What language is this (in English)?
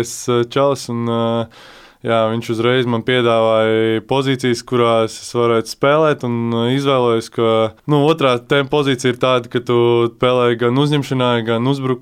Latvian